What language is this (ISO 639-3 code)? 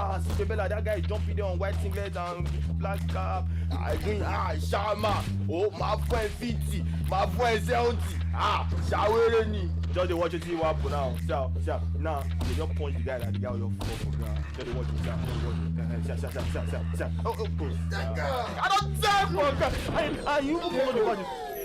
pcm